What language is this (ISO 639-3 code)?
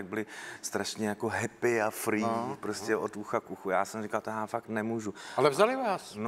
ces